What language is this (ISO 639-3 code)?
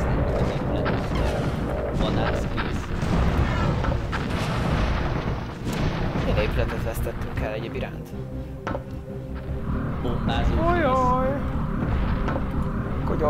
hun